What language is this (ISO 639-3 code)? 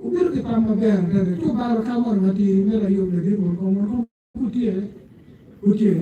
ach